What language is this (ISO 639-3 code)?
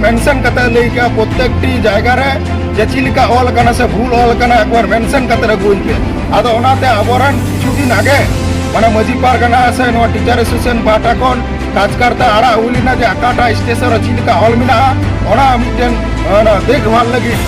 sat